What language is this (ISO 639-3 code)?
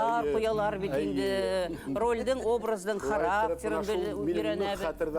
bak